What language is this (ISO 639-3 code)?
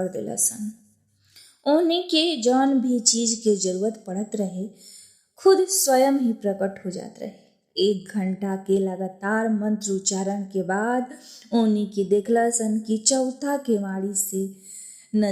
bho